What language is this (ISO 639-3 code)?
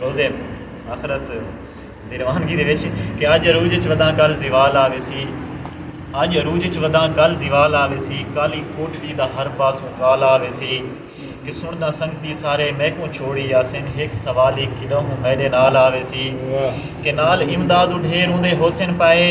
skr